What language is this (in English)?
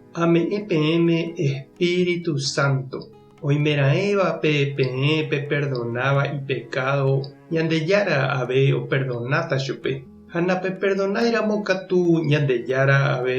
Guarani